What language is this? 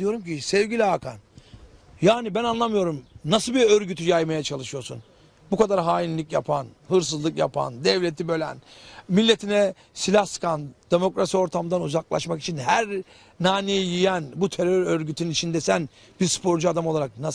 Turkish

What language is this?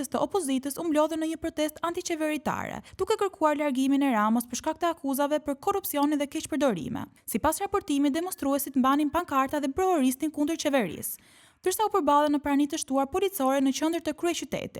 Albanian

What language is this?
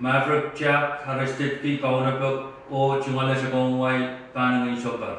Pohnpeian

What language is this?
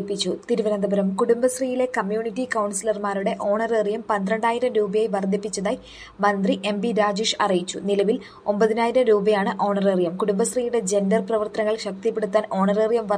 Malayalam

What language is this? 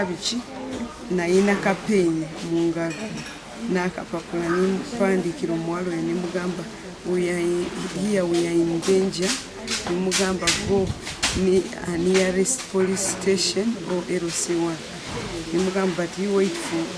Ganda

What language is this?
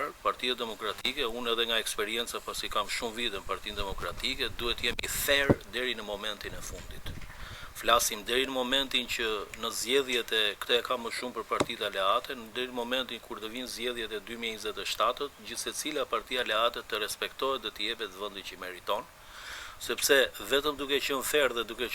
Albanian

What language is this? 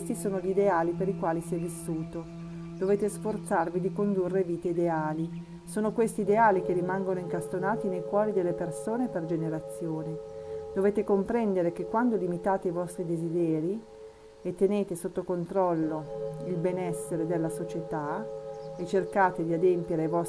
Italian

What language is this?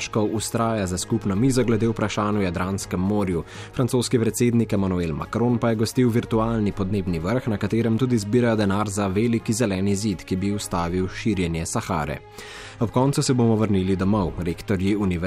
Slovenian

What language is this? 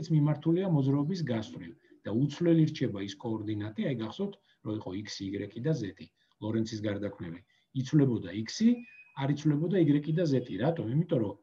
Georgian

